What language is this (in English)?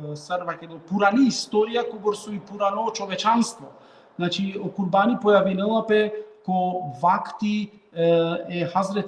Balkan Romani